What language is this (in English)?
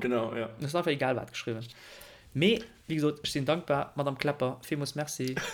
Luxembourgish